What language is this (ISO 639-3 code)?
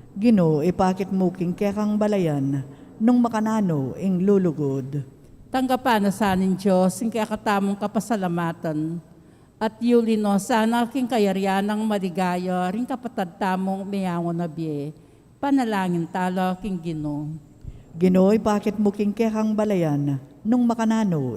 pam